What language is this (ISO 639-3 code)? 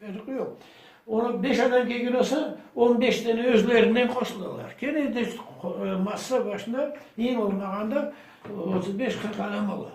crh